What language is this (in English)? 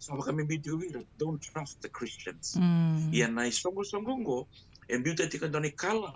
Fijian